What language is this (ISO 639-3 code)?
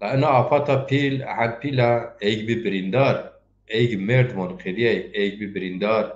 zza